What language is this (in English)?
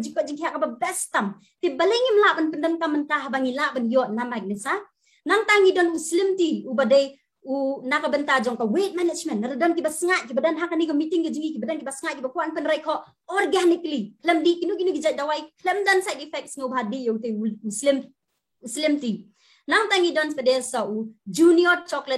Khasi